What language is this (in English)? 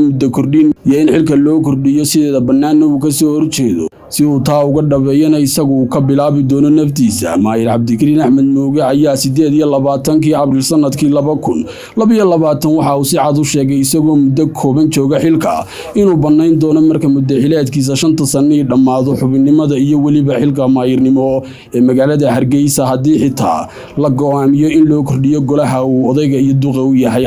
Somali